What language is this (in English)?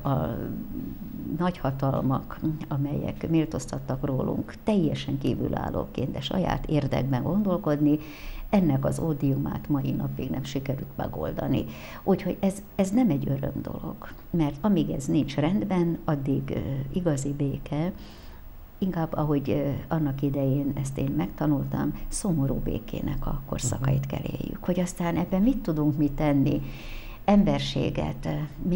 Hungarian